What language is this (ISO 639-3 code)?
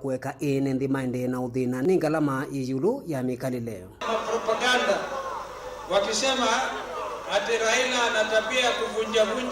kam